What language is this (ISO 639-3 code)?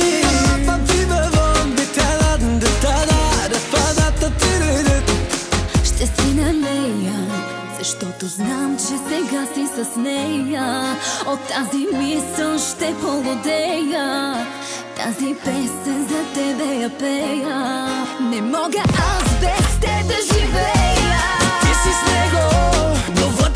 bul